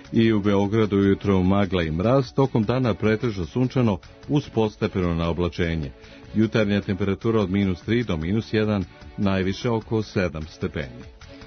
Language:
Serbian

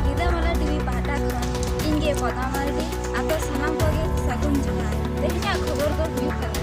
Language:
Santali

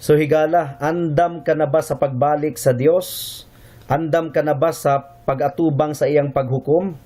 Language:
Cebuano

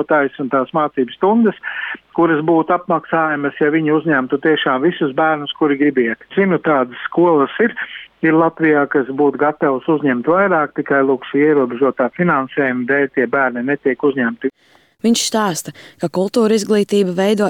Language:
Latvian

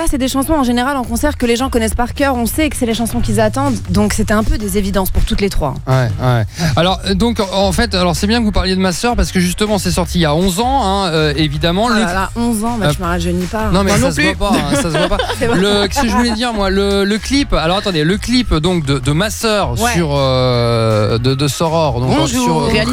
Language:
French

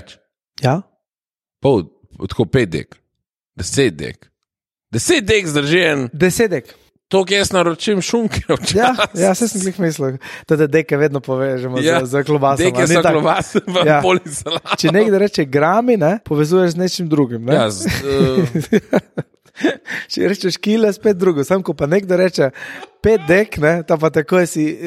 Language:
Slovenian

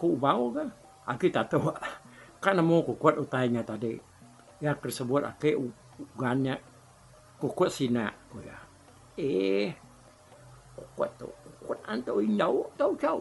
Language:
Iban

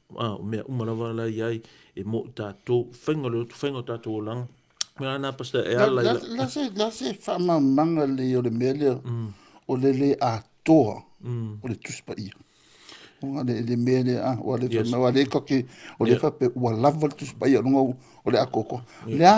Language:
Samoan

